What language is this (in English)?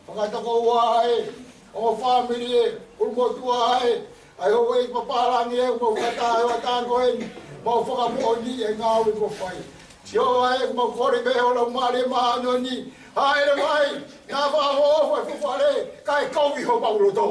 Tongan